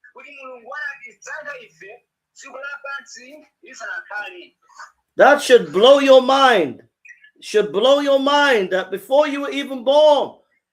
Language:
Nyanja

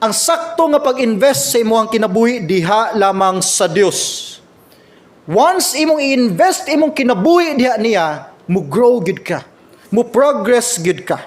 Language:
Cebuano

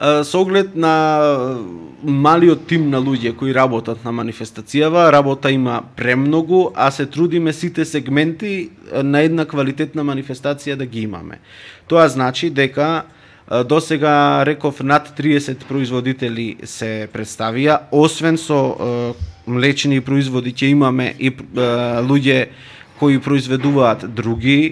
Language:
Macedonian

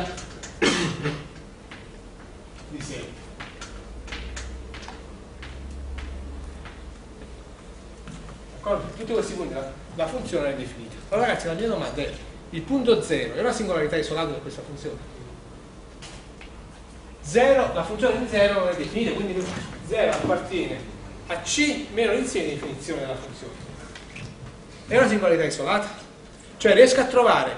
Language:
Italian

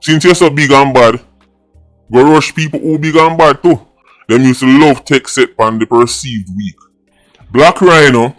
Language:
Jamaican Creole English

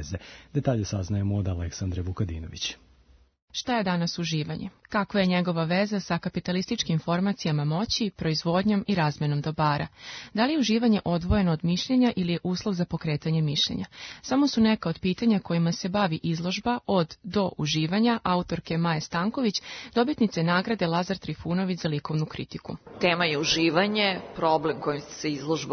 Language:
Serbian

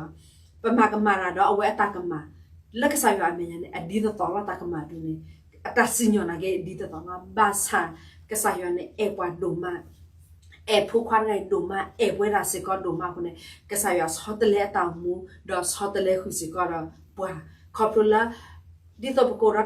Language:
S'gaw Karen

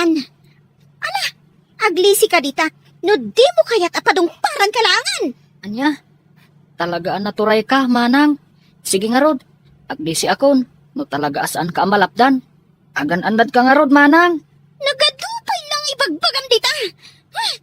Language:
Iloko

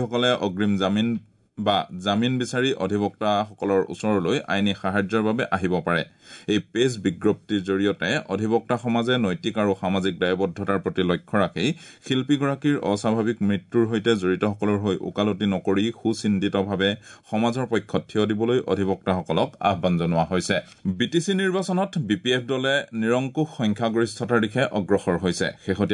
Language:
Assamese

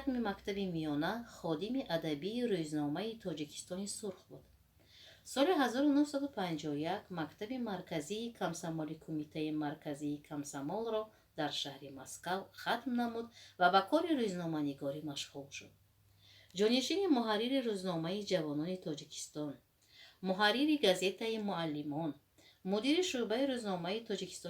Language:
Tajik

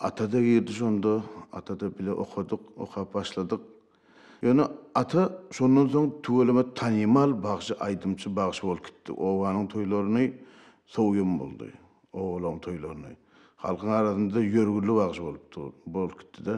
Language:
Turkmen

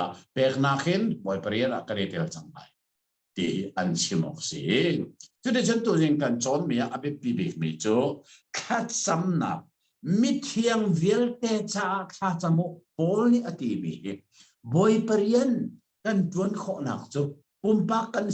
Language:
Hakha Chin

